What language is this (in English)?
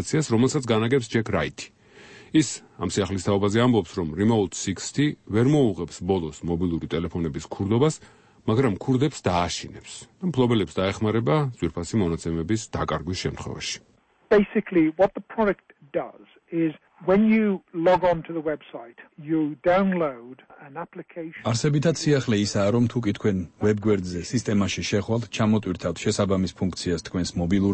Georgian